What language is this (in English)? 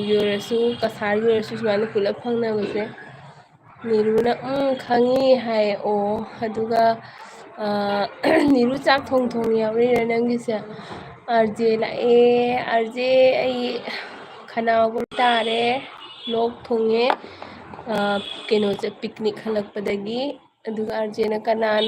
Manipuri